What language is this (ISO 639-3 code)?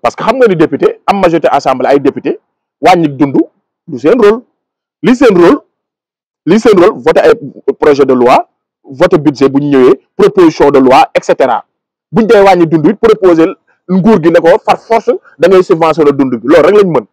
wol